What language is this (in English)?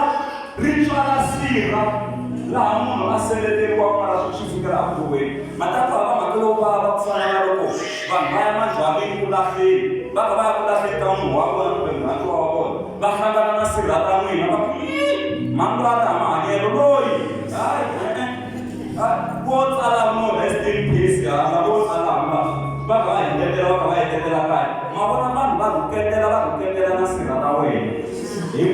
Tsonga